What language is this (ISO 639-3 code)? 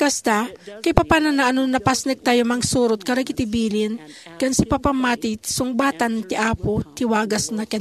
ilo